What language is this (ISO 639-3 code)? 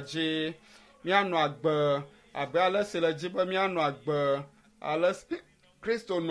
ewe